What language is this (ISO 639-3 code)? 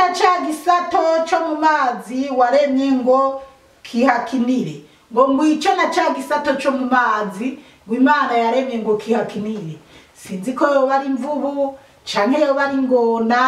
run